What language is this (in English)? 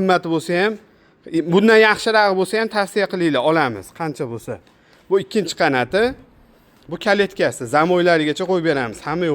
Uzbek